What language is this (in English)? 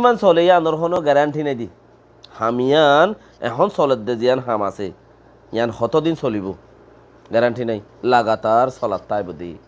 Rohingya